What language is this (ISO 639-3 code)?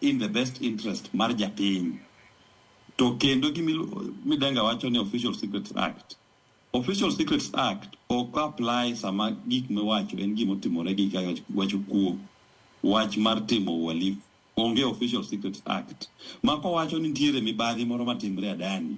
luo